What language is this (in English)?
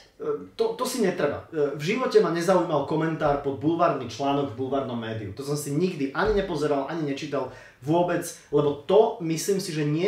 Slovak